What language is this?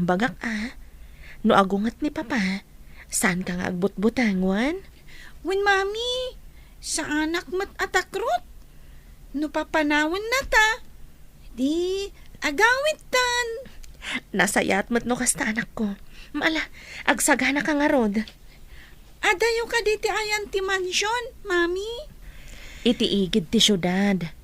Iloko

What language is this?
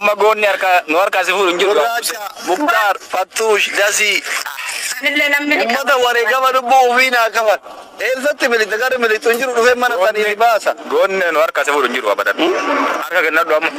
Oromo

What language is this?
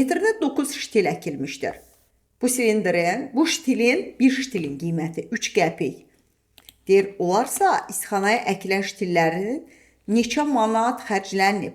Azerbaijani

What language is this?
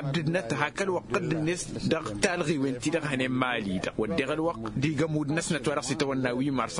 Tamasheq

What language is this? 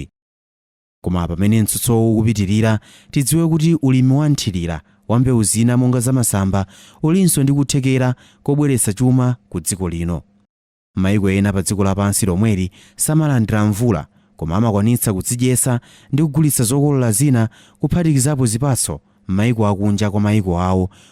Nyanja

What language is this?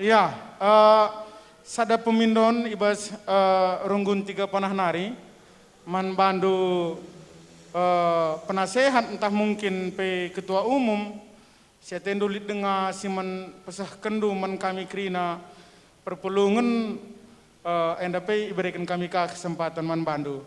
Batak Karo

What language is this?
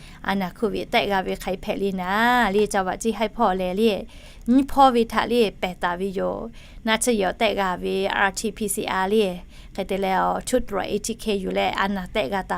Lahu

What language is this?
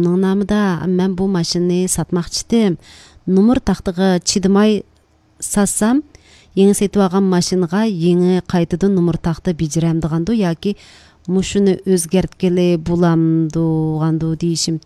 Uyghur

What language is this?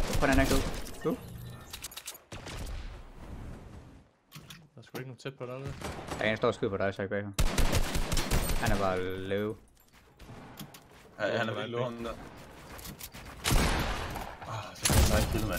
Danish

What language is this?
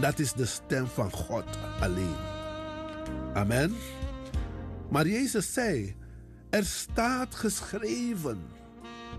Dutch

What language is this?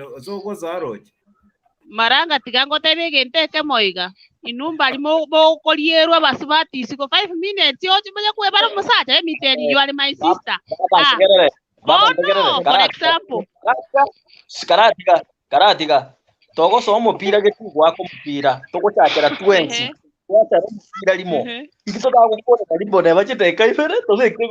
Gusii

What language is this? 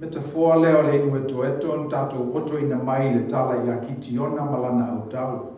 Samoan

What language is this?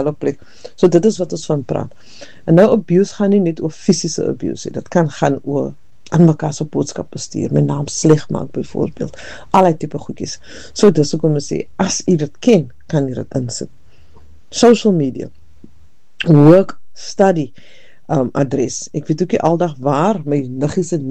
Afrikaans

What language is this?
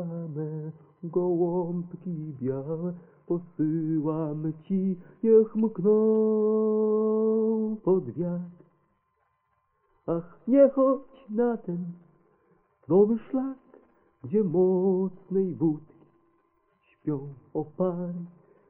Polish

